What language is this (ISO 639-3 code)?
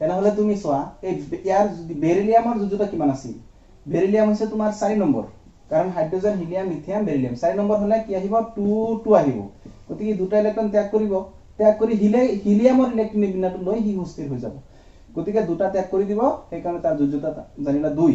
asm